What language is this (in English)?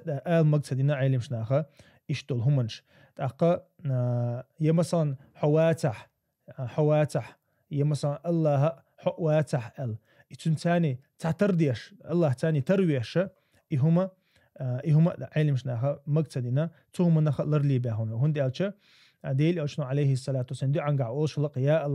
Chechen